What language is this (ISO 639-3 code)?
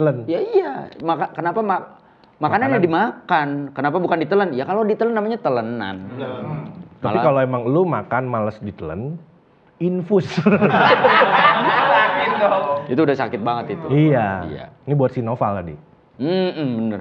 ind